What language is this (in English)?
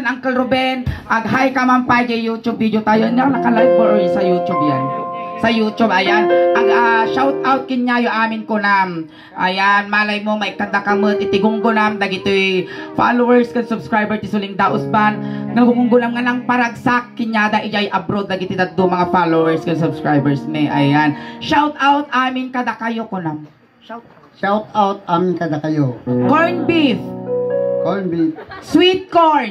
Iloko